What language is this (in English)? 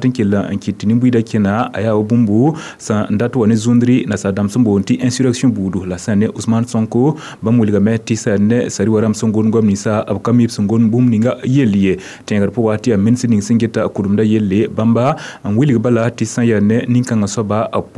Mossi